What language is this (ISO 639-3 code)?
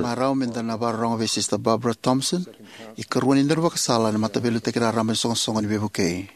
fij